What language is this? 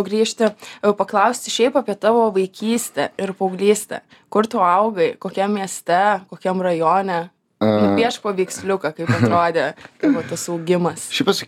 Lithuanian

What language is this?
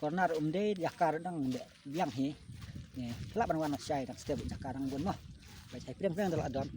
Khasi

